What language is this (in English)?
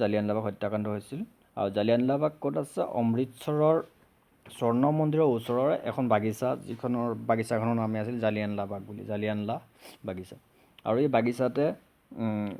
Assamese